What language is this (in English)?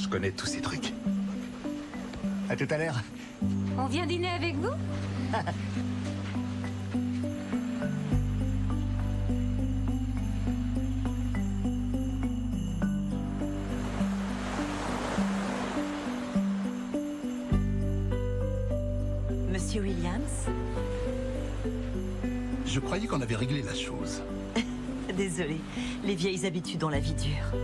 French